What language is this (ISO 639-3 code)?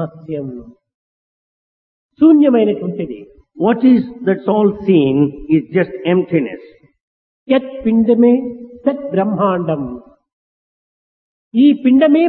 tel